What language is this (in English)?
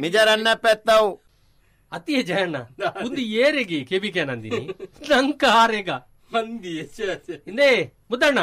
Tulu